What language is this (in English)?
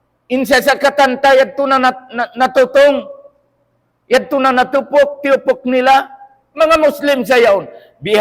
Tausug